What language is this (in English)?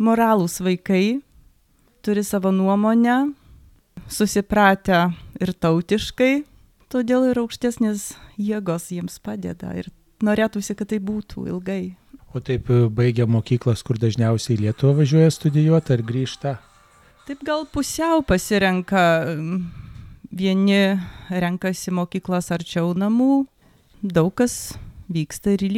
Lithuanian